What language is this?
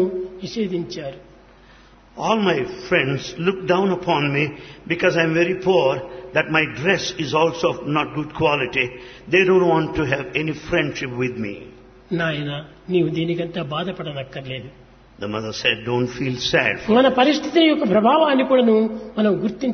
Telugu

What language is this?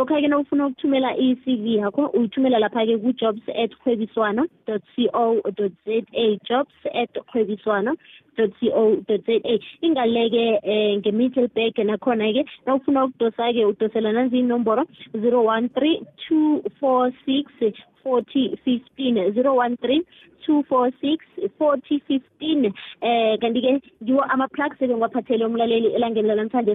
South Ndebele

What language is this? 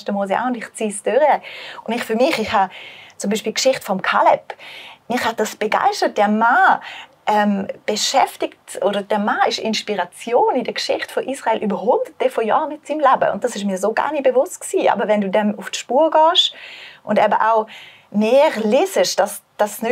Swiss German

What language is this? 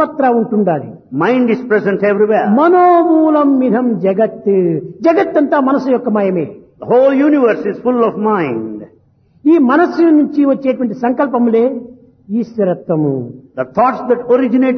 Telugu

